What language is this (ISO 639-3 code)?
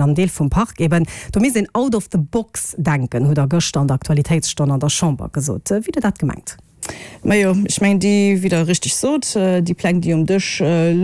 ltz